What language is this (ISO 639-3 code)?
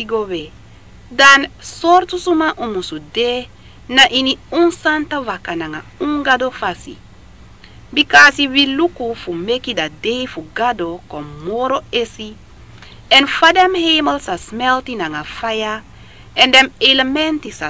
srn